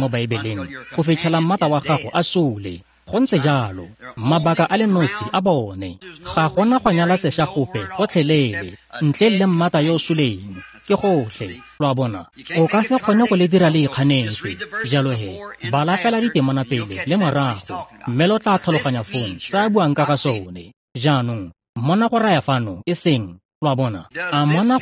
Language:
Tswana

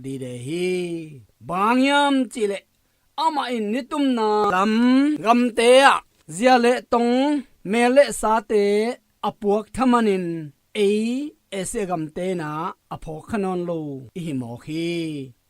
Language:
Tedim Chin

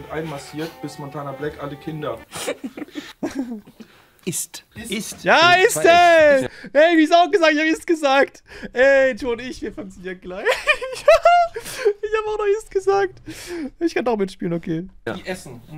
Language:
German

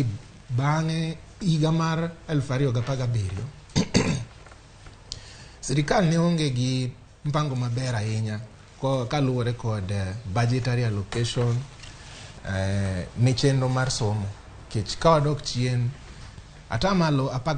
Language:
Luo (Kenya and Tanzania)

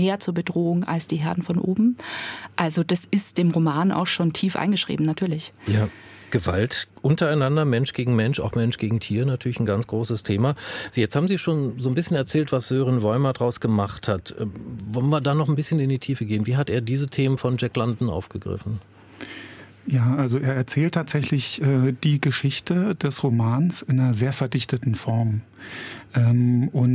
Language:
German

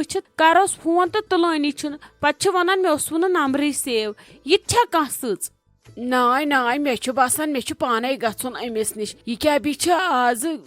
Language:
Kashmiri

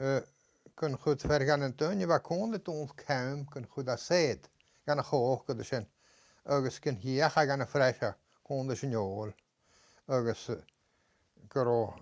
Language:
Scottish Gaelic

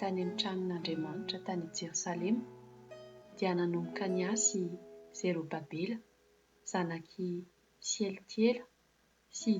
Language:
Malagasy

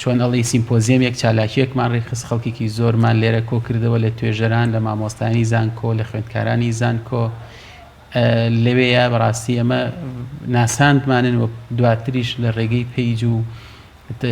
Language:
Central Kurdish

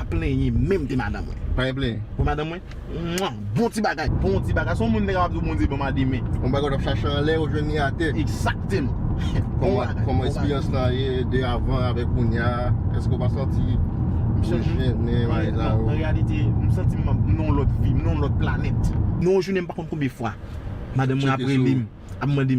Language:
Haitian Creole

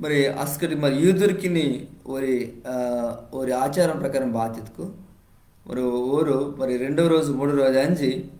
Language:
Koya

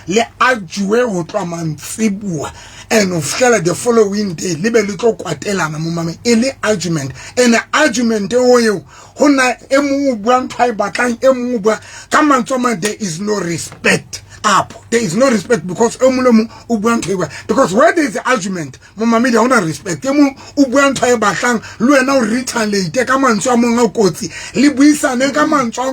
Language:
Southern Sotho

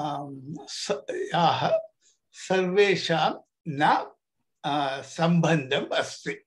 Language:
Sanskrit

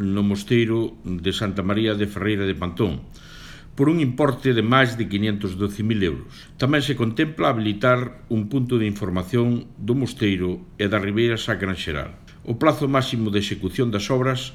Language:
Galician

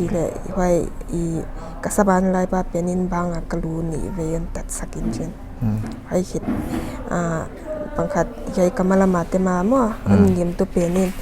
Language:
Paite Chin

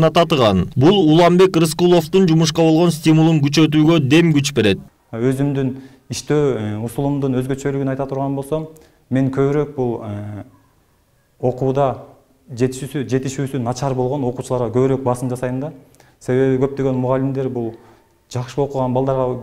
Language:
Kyrgyz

